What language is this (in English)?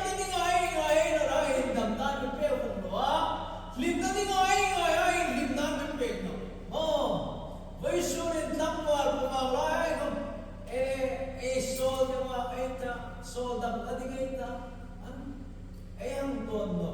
Hmar